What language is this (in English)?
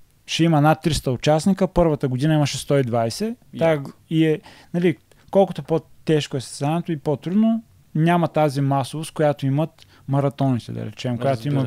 Bulgarian